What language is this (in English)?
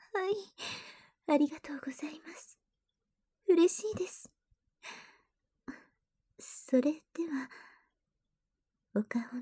Japanese